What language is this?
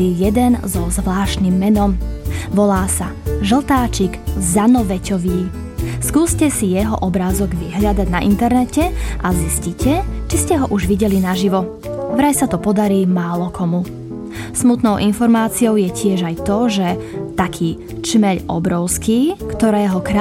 Slovak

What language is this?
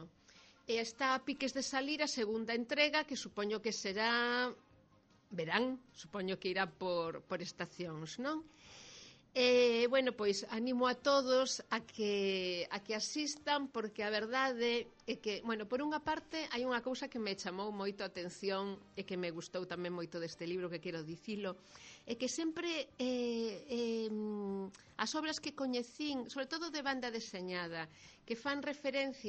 Galician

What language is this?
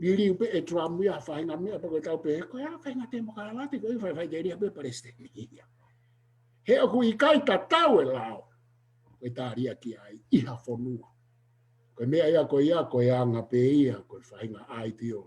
Tongan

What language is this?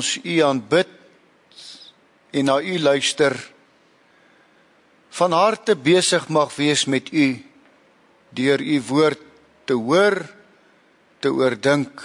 Afrikaans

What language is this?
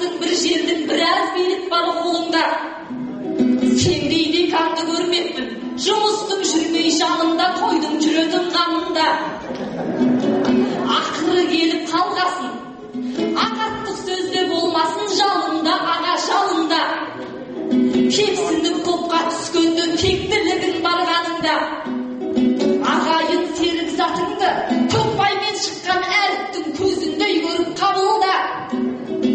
Kazakh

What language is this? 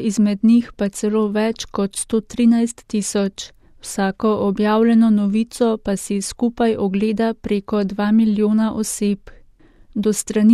Slovenian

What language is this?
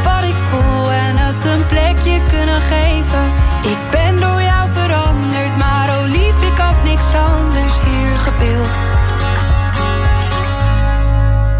Dutch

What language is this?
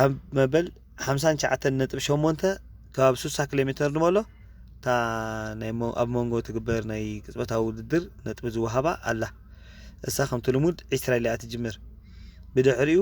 Tigrinya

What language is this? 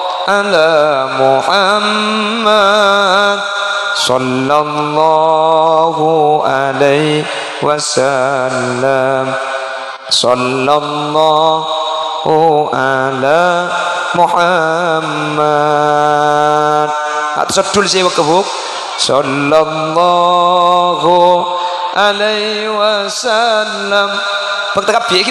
Madurese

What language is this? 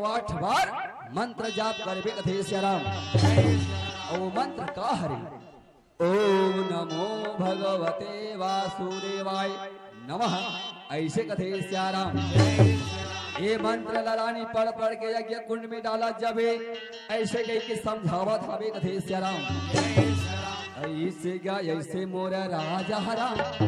Chhattisgarhi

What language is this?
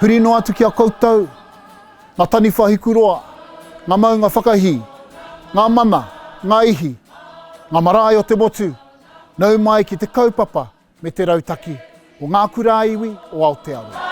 Māori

